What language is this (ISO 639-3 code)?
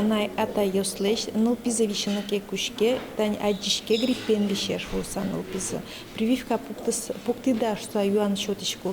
udm